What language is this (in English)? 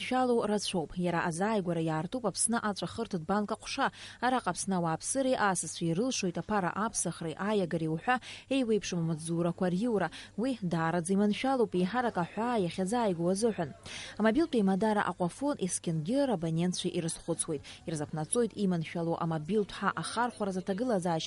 Abkhazian